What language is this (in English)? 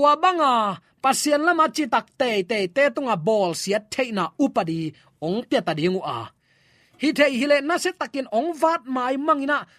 Tedim Chin